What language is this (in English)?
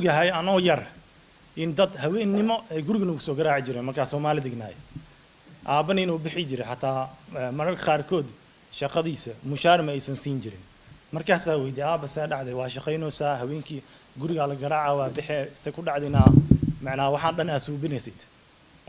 Somali